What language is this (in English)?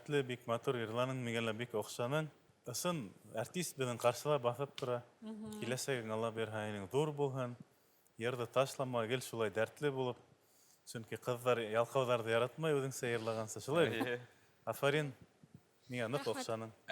Bashkir